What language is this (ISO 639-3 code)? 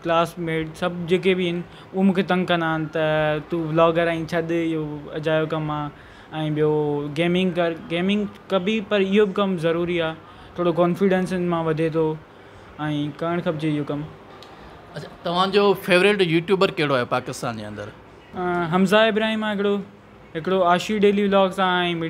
snd